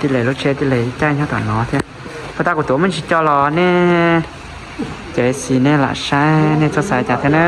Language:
Hmong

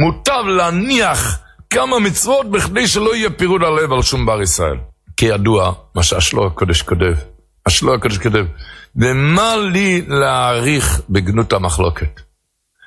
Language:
Hebrew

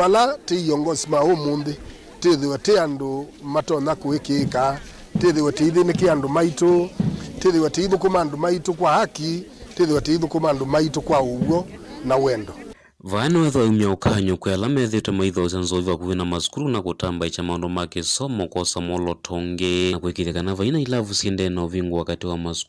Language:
Kamba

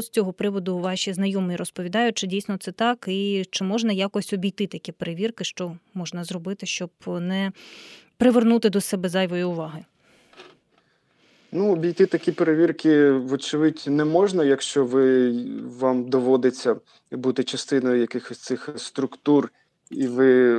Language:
Ukrainian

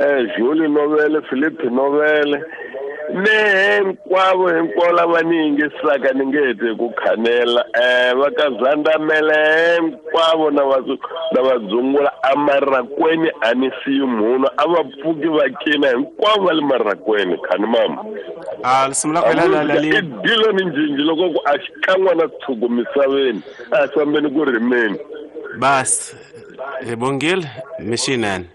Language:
Tsonga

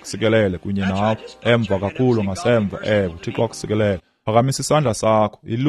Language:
Xhosa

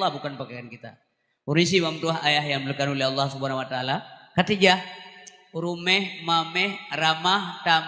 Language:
Achinese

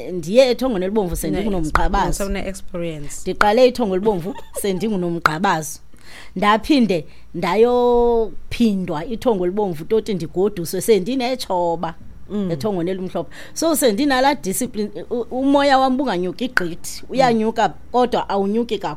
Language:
Xhosa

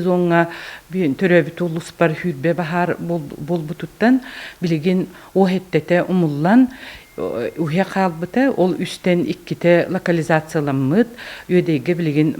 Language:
Yakut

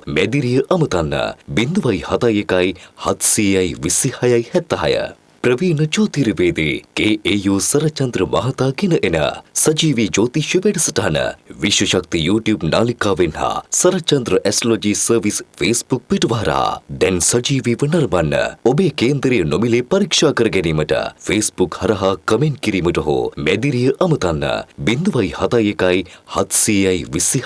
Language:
Sinhala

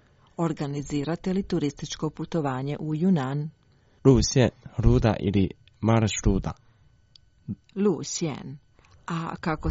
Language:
Croatian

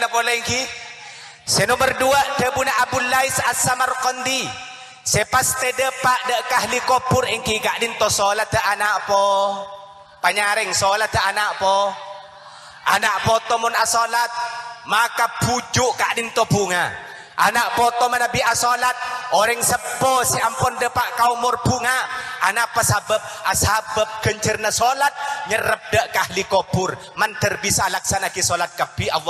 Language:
Madurese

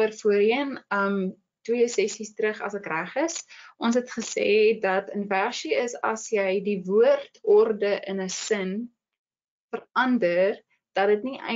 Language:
Afrikaans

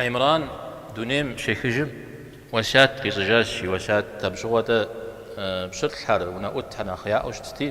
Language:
Kabardian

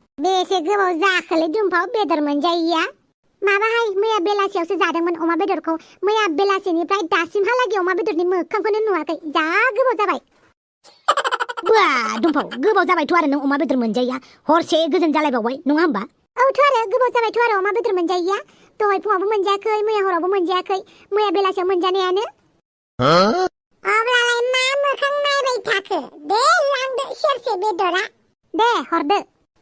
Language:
Bodo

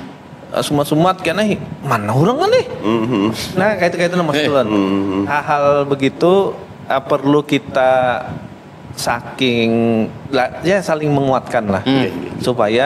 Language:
Banjar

